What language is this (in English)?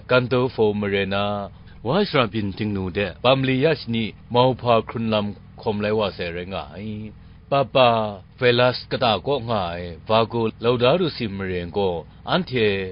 Kachin